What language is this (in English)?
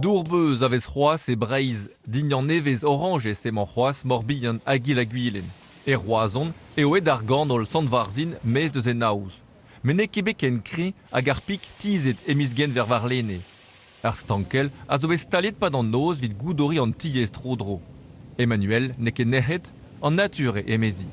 Breton